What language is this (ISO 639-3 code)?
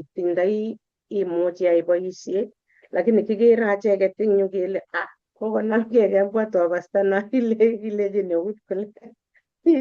kln